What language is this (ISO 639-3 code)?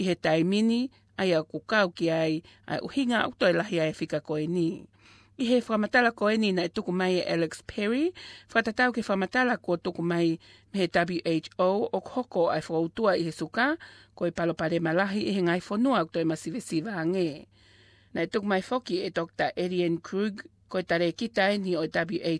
ton